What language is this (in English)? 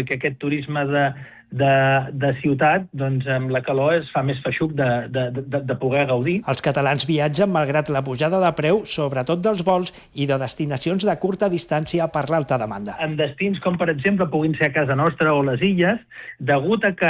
Catalan